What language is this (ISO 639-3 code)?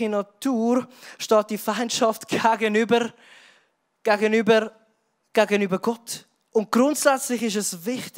gsw